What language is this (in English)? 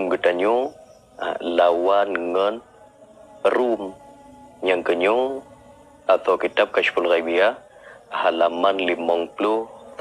Achinese